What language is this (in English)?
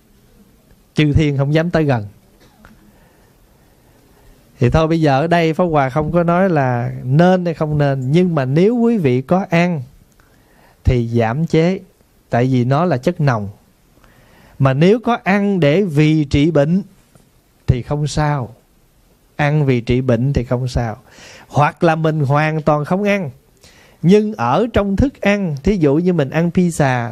Vietnamese